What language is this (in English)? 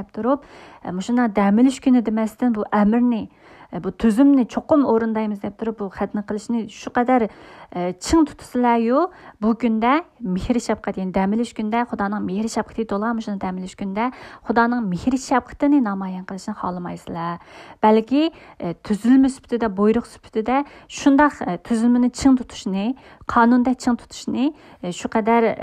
Uyghur